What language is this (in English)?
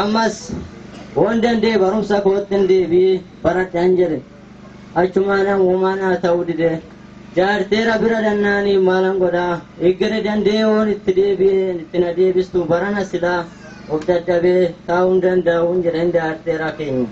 Oromo